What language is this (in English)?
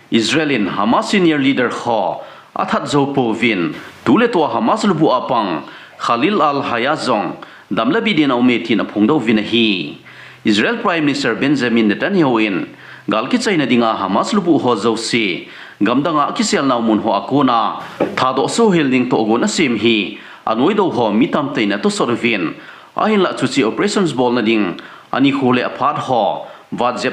Thado Chin